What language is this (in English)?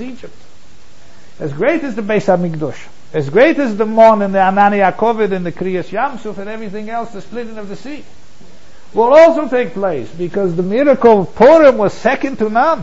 English